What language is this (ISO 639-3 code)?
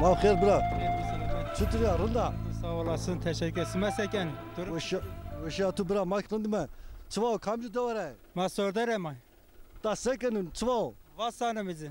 zza